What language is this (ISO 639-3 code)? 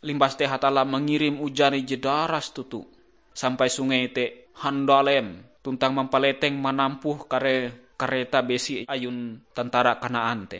nij